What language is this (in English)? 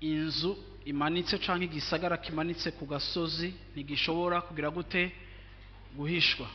Rundi